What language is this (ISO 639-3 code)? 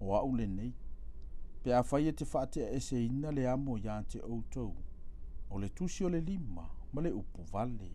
smo